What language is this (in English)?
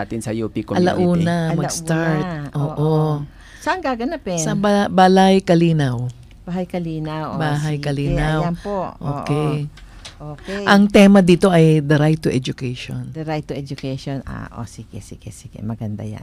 Filipino